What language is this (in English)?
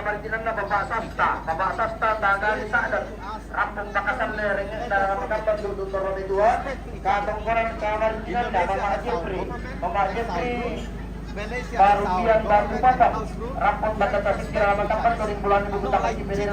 Toraja-Sa'dan